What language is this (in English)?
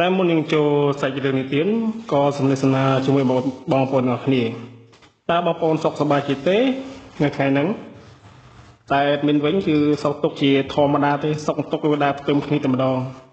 Khmer